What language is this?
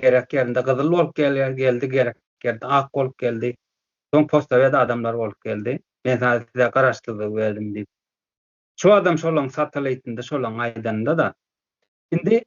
Turkmen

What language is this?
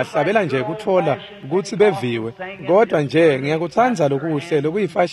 Swati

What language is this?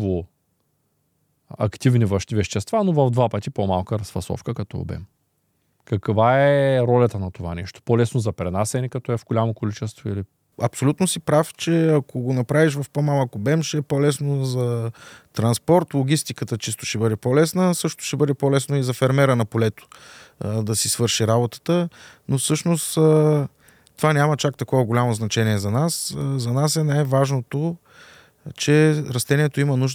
Bulgarian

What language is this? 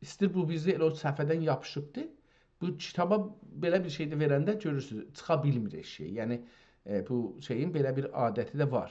South Azerbaijani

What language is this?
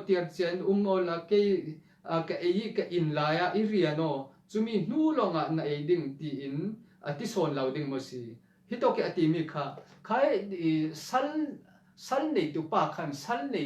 Falam Chin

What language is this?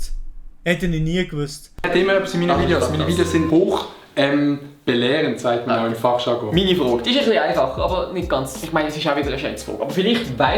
Swiss German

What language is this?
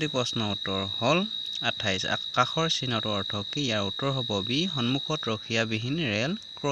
Assamese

